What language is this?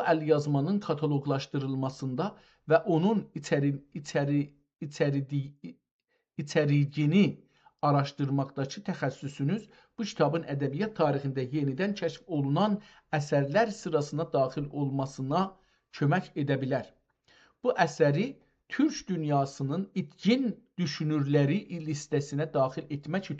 South Azerbaijani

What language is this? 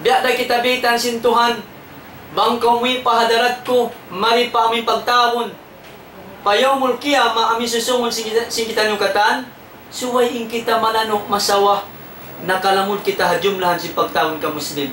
Tausug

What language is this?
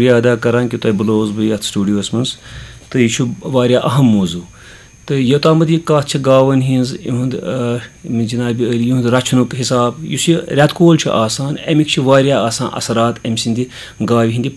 Kashmiri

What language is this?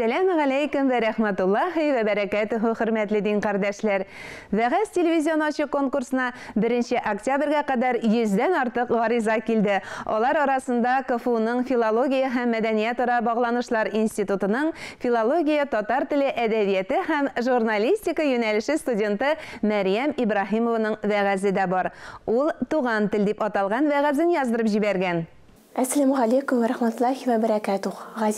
Tatar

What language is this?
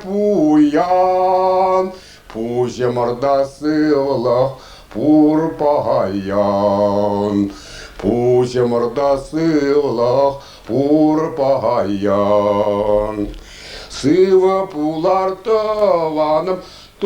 Chuvash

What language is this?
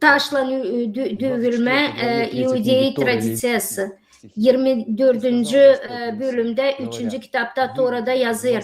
Gagauz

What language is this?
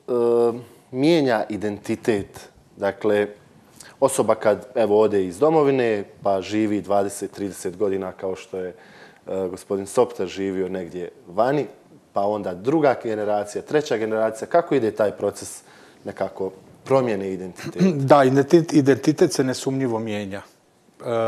Croatian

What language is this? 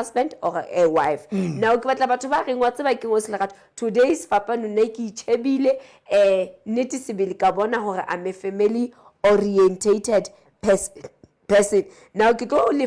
Southern Sotho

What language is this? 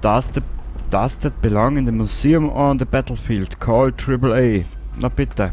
Bavarian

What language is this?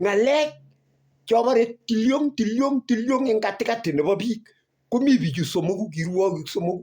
Kalenjin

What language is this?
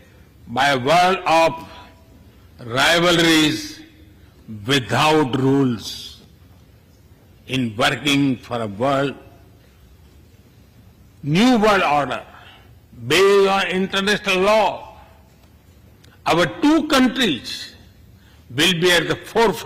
English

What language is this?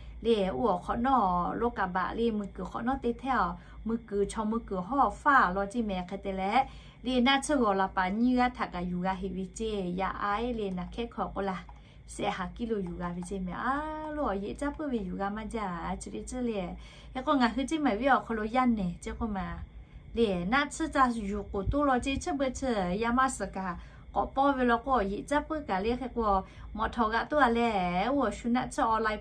Lahu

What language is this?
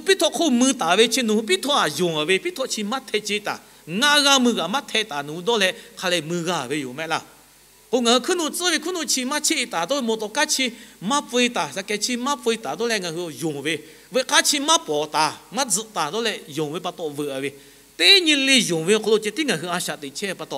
Lahu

